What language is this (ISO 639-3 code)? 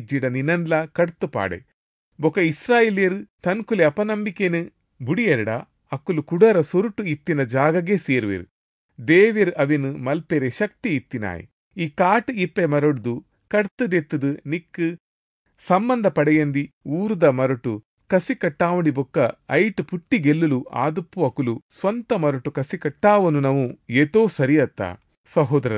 tcy